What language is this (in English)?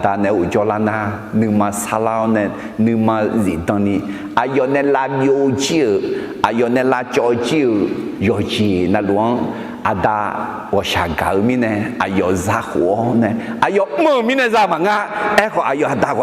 Akha